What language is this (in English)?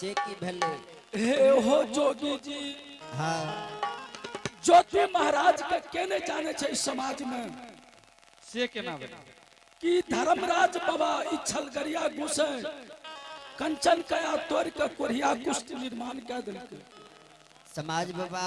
Angika